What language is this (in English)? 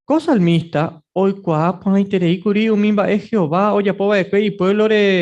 Guarani